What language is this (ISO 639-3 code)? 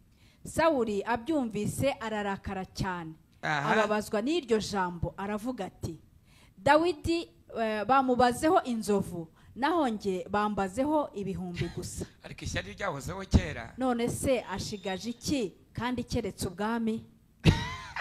kin